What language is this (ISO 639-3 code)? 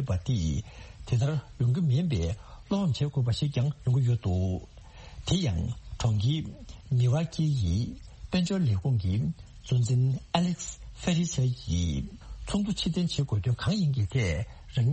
bod